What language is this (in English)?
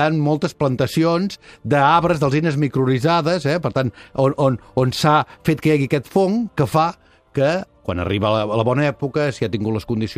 Catalan